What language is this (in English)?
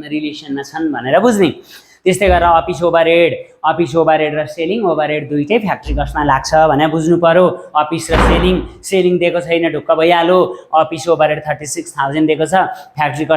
Nepali